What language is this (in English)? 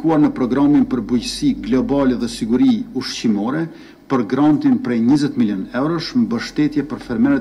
Albanian